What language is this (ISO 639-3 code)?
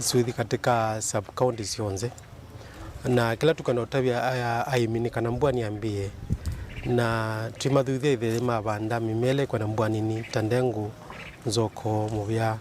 kam